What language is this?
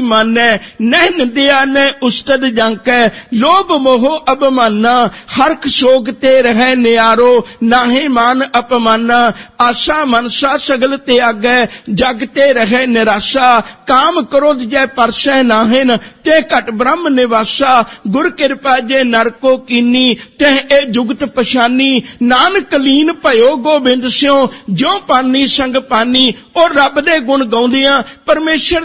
Punjabi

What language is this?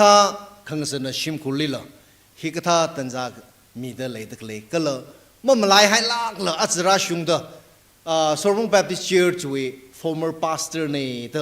Tangkhul Naga (India)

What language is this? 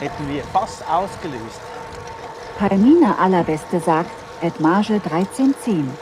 Swiss German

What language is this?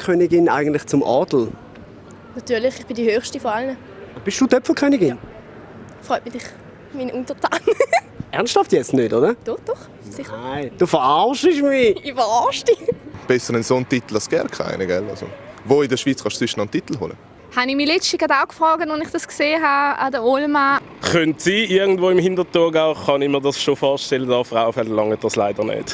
Swiss German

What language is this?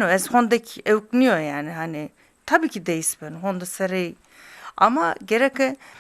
Zaza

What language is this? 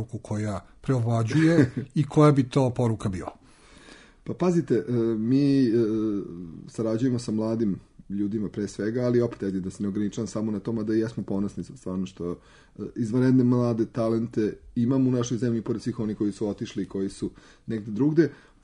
Serbian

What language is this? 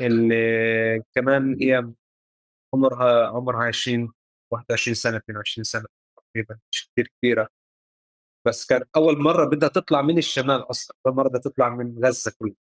North Levantine Arabic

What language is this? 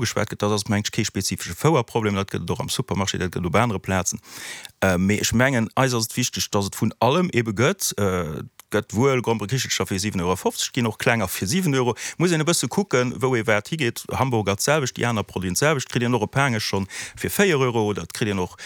Luxembourgish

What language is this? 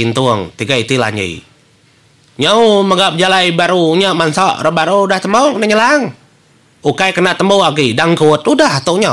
Iban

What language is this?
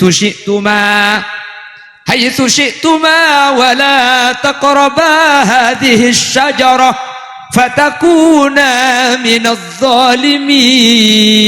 Madurese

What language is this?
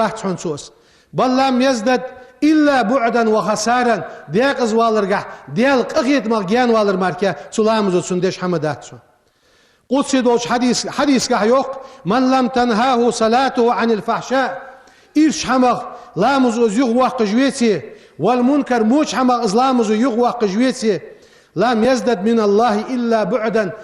Ingush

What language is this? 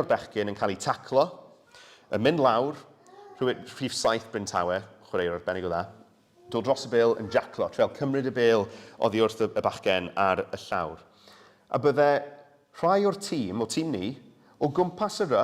Welsh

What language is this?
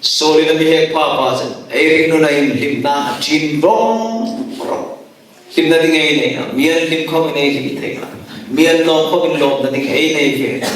Hmar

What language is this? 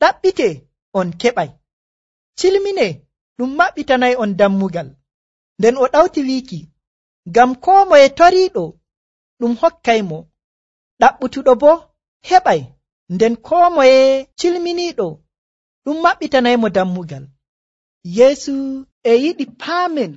Nigerian Fulfulde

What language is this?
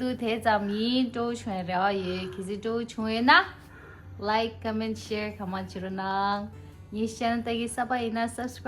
Tibetan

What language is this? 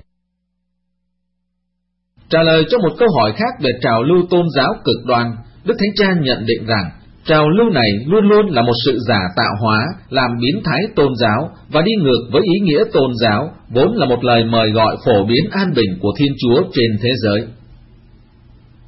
Vietnamese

